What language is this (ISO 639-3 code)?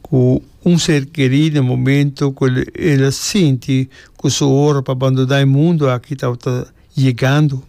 pap